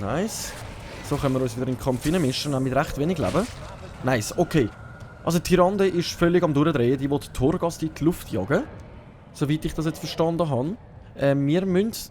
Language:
Swiss German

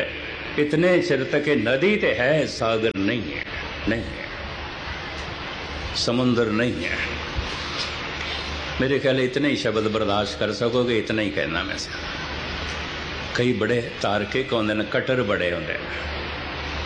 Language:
Punjabi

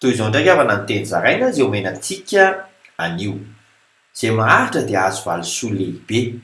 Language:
Malagasy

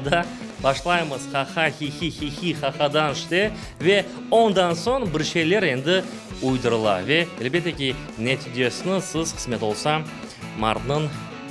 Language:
Crimean Tatar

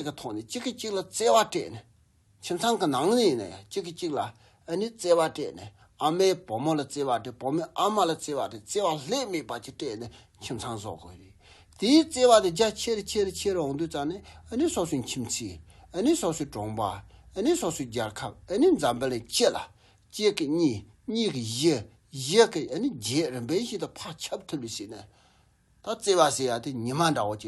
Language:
Tibetan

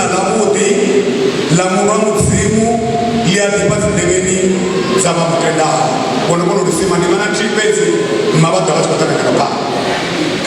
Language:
Venda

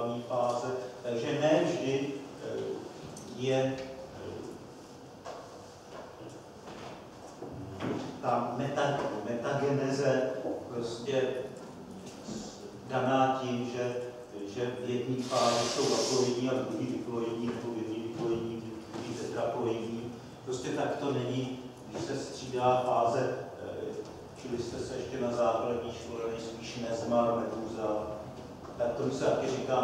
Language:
Czech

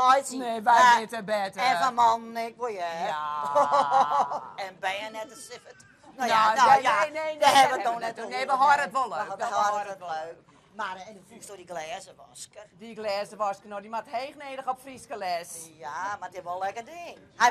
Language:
Western Frisian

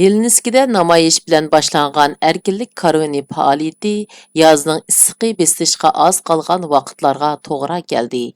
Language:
Uyghur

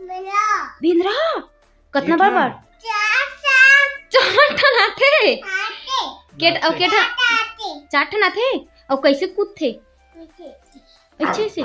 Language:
Chhattisgarhi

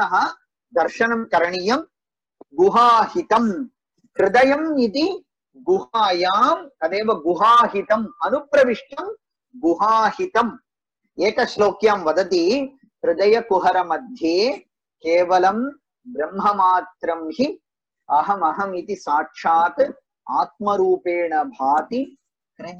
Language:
Sanskrit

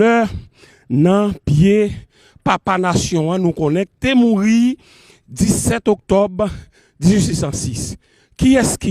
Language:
Haitian Creole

